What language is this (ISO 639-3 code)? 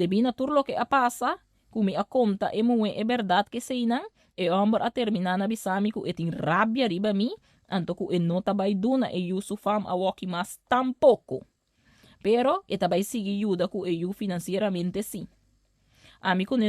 pap